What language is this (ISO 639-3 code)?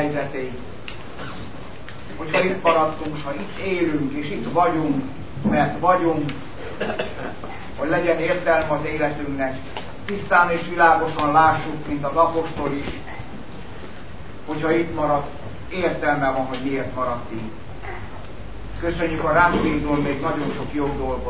hun